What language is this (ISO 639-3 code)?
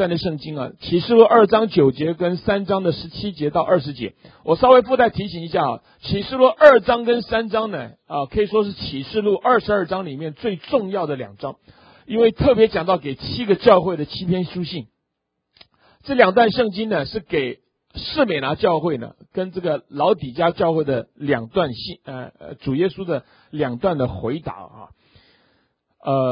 zho